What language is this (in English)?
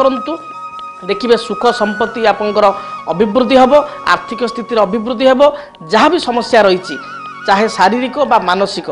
Odia